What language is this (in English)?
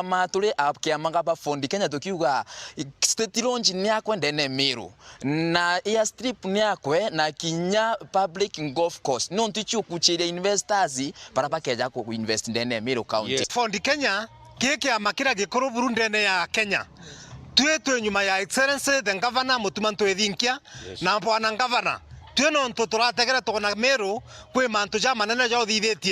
Meru